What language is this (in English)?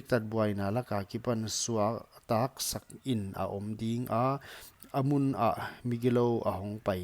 Paite Chin